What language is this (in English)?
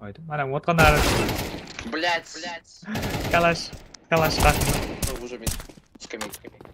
Kara-Kalpak